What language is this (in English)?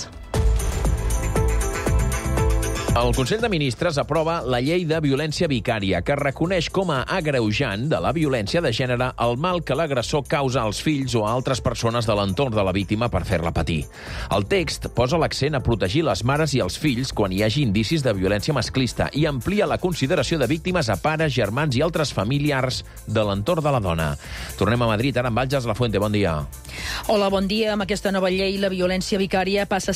Catalan